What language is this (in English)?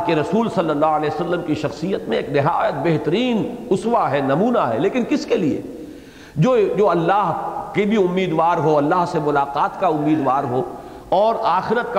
Urdu